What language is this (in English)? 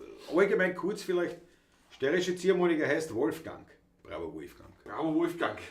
Bavarian